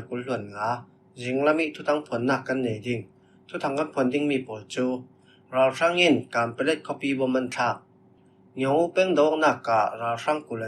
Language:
Falam Chin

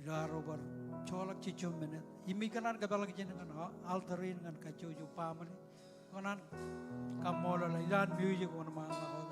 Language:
Marshallese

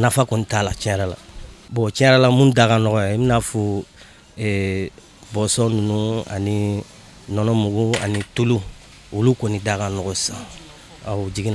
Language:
Bambara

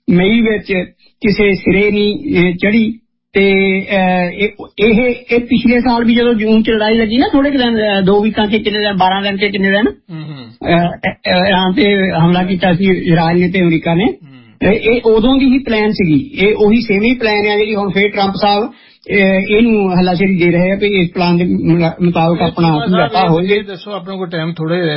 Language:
Punjabi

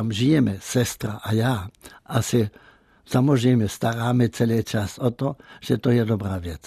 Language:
Czech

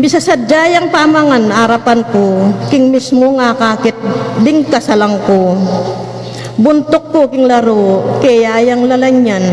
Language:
Pampanga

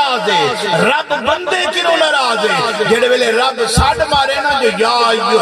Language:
Saraiki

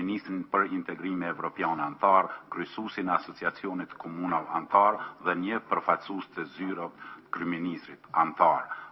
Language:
Albanian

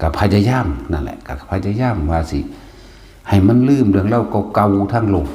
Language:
Northeastern Thai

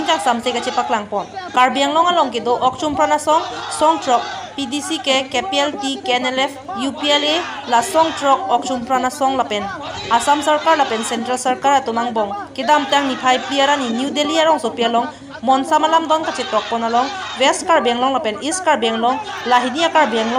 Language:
Karbi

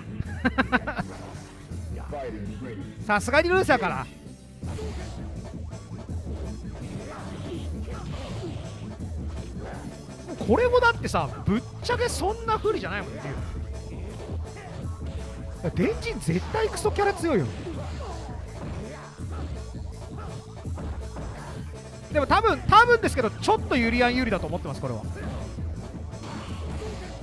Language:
Japanese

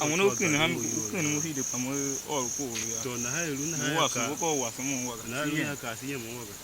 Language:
Tiv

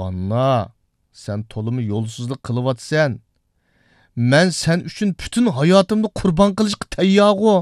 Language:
Uyghur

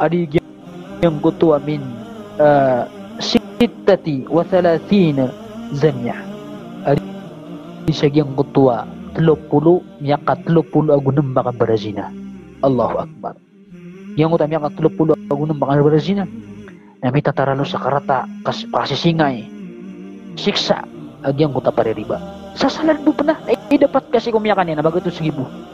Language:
Maranao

